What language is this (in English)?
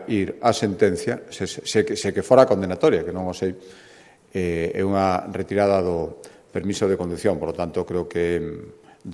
Galician